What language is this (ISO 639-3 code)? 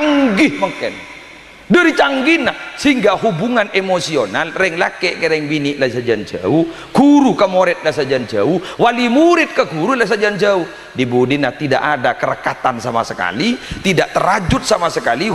mad